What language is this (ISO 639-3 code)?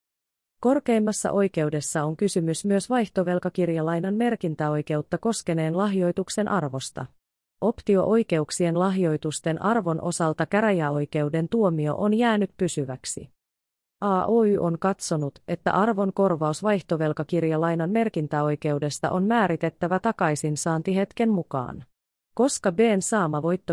fin